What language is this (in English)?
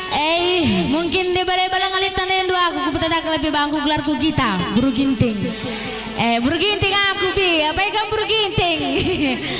Batak Karo